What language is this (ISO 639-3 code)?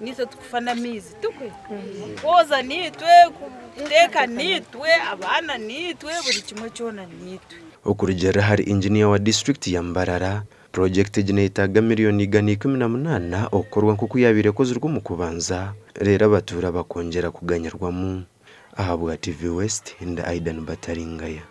nyn